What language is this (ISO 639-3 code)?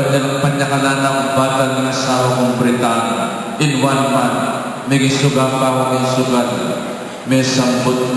pam